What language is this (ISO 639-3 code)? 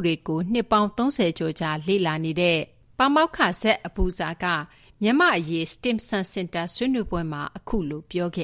mya